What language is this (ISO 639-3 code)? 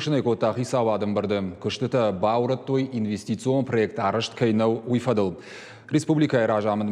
oss